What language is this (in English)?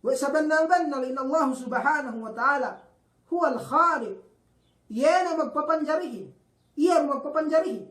Yakan